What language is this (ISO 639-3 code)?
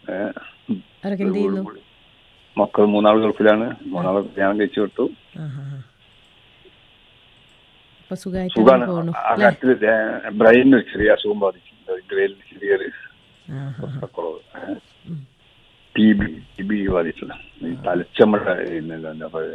mal